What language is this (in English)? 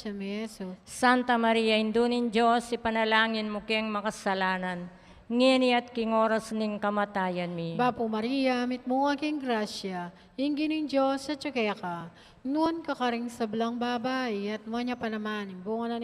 Pampanga